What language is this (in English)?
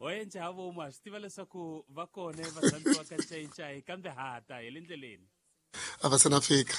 Tsonga